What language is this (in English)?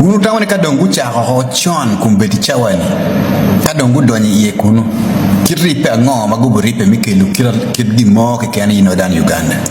Acoli